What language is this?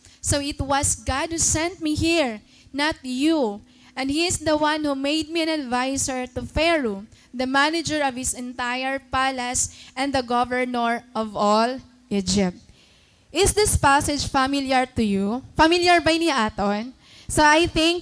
Waray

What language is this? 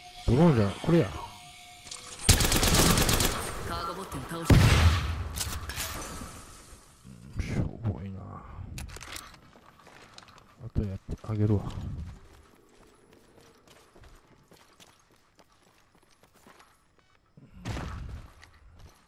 Japanese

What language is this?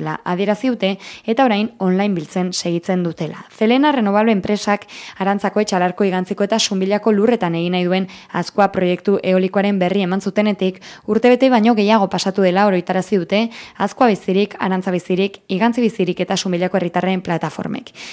Basque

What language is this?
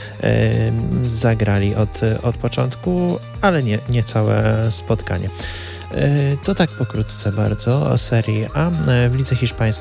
Polish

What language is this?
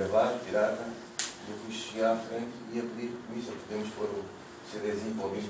Portuguese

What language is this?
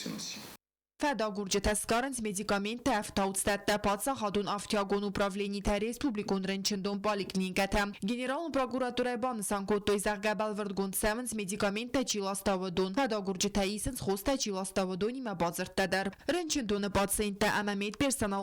Ossetic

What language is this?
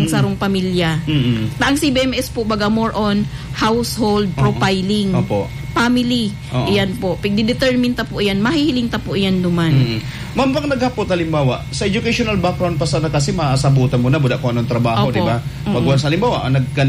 Bikol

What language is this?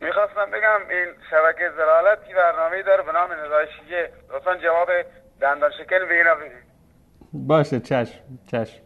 Persian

